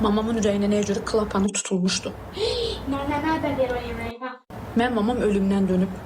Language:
Azerbaijani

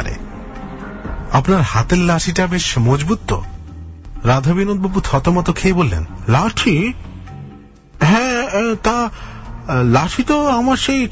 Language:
Bangla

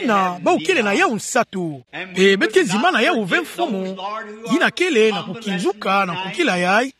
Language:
Kituba (Democratic Republic of Congo)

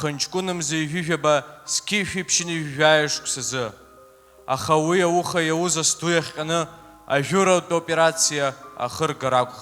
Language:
Abkhazian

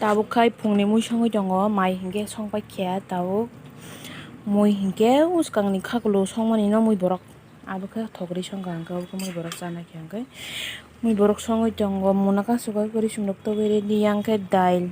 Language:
Kok Borok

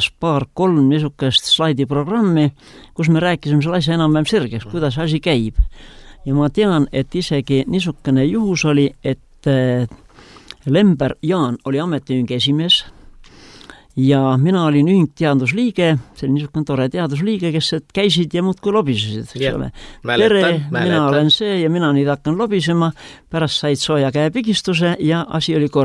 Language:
Estonian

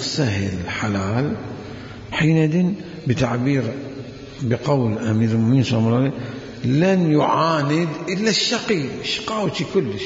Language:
Mesopotamian Arabic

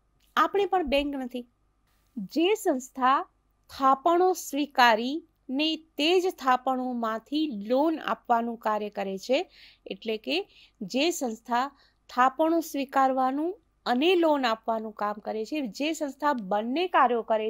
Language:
Gujarati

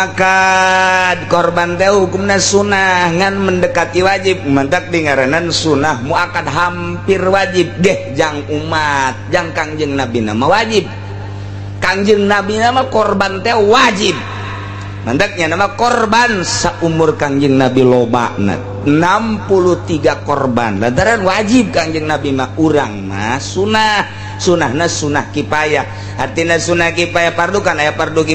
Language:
Sundanese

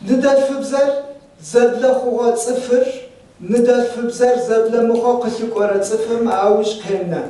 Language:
Adyghe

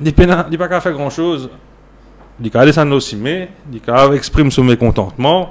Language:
Morisyen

